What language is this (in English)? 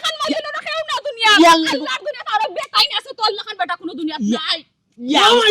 Sylheti